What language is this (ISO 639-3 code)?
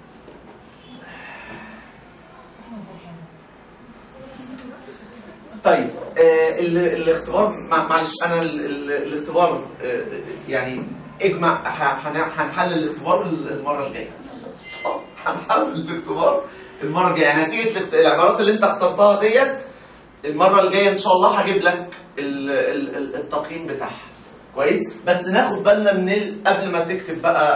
arz